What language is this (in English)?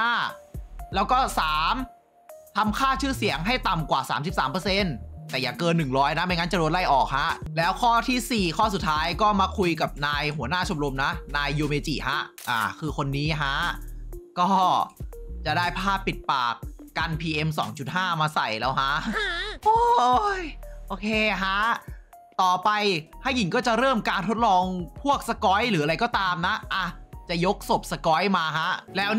Thai